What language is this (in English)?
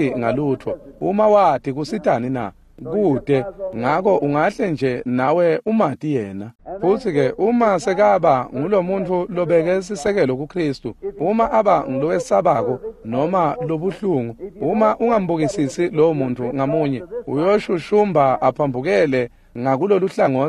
Swati